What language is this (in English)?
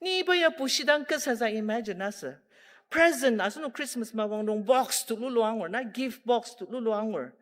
Ao Naga